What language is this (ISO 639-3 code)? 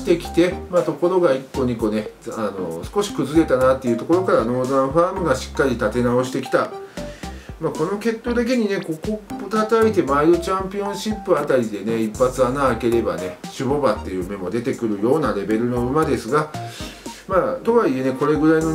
jpn